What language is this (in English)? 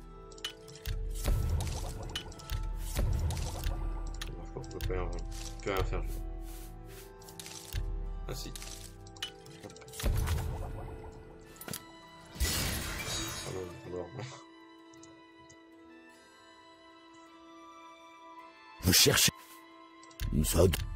French